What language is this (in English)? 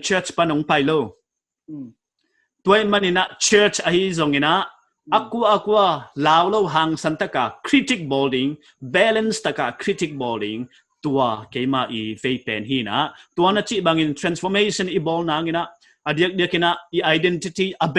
Paite Chin